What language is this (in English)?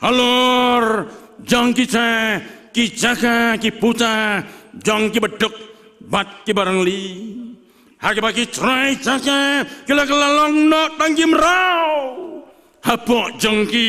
Khasi